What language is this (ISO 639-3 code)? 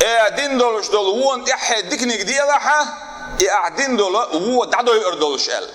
che